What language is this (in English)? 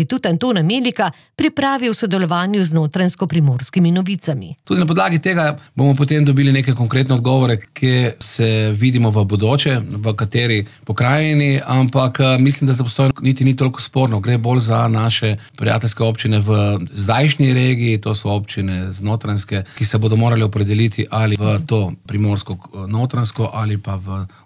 Slovenian